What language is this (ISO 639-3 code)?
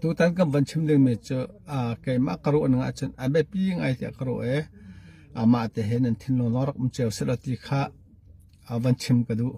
cnh